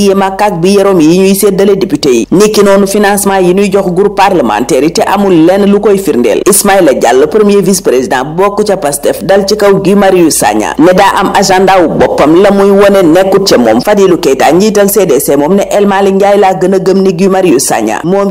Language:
Wolof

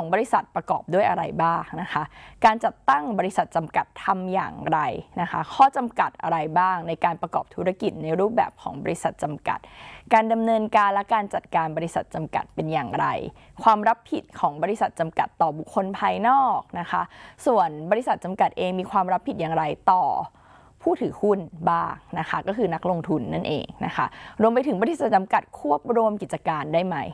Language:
Thai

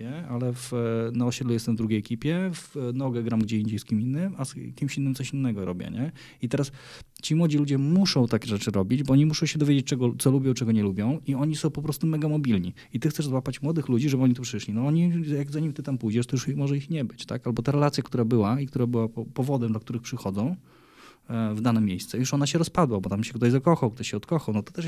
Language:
Polish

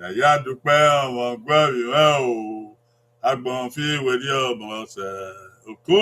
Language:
Bini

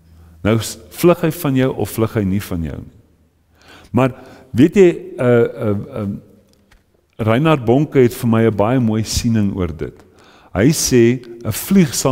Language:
Afrikaans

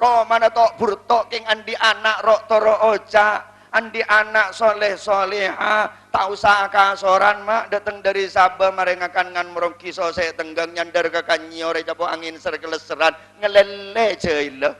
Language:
Madurese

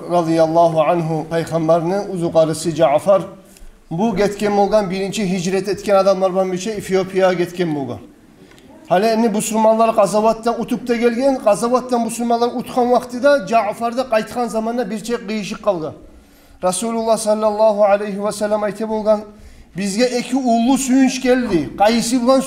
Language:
Kumyk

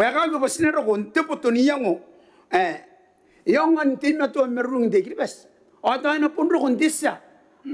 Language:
Gilbertese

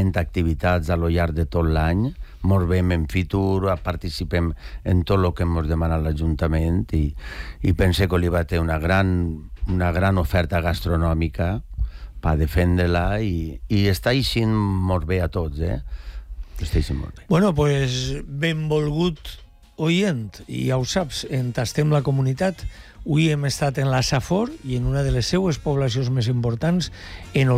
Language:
Catalan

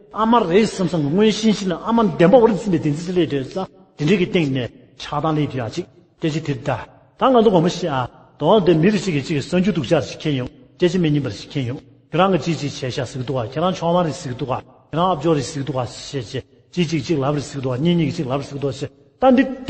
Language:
Tibetan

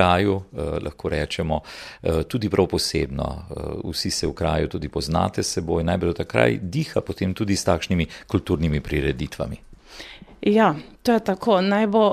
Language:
Slovenian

